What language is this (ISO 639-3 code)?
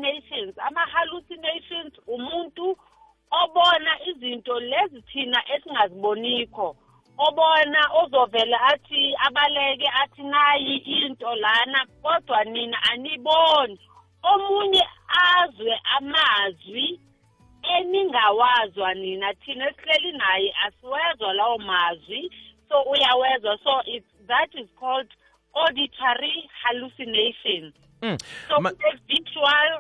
nbl